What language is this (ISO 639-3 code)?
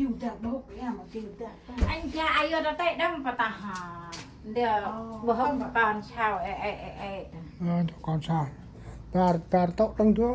cmo